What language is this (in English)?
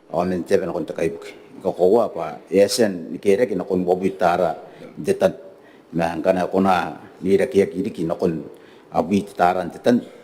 Gilbertese